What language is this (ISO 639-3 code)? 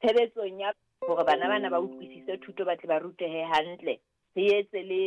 sot